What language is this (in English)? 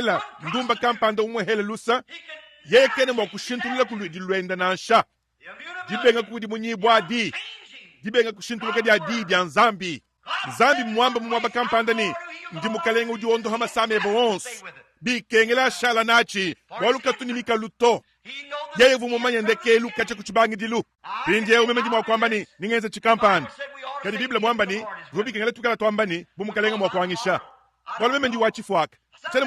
Luba-Lulua